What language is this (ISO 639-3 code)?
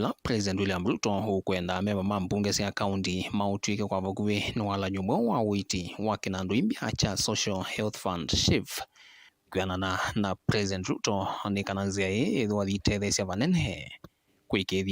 kam